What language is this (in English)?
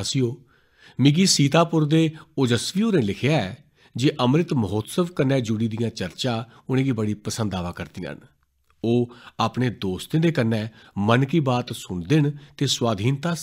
Dogri